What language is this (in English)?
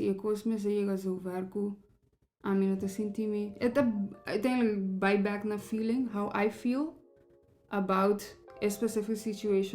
Papiamento